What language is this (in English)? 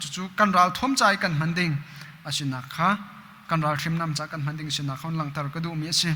Hakha Chin